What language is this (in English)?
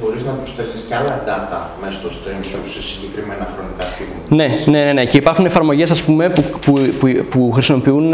Greek